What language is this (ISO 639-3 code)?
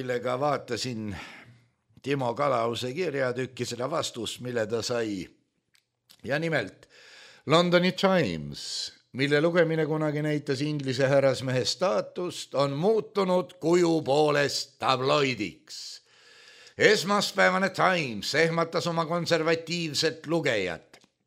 est